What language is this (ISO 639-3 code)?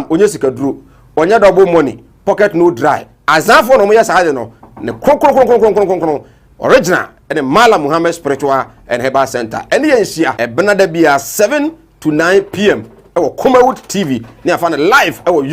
aka